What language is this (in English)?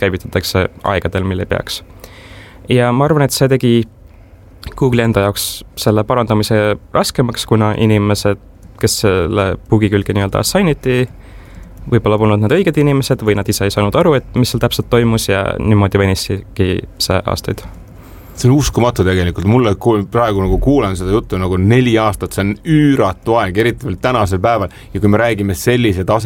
Estonian